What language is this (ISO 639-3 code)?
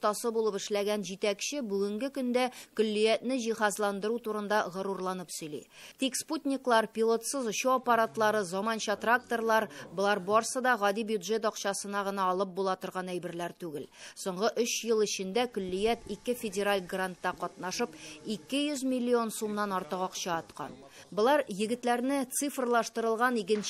tat